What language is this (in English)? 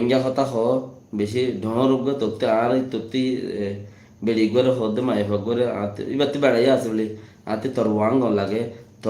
Rohingya